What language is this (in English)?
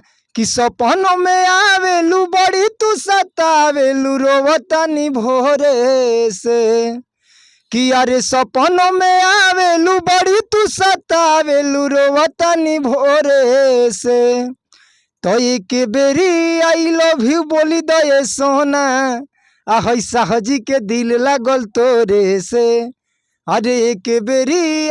Bhojpuri